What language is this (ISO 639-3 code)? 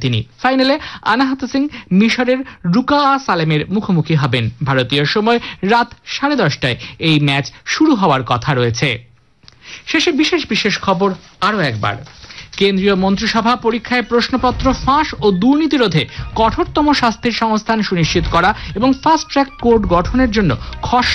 ben